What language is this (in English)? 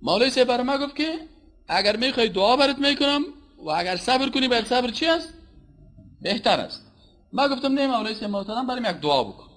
Persian